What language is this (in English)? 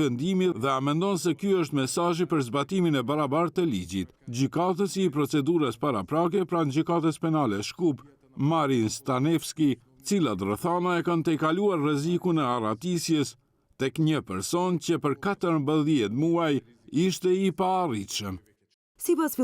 Albanian